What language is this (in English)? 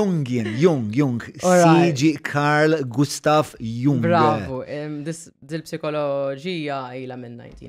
Maltese